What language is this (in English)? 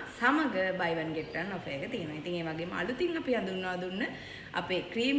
Sinhala